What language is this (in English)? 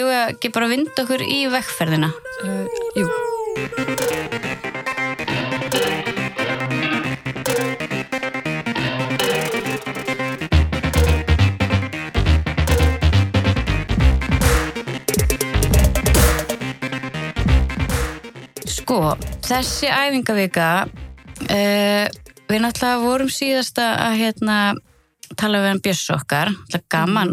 Icelandic